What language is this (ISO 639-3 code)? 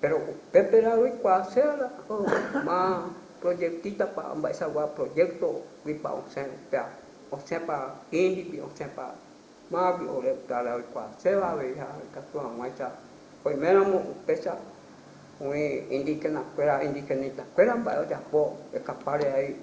grn